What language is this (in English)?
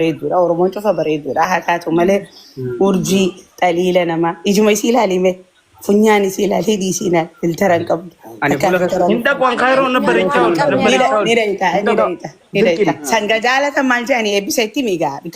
Oromo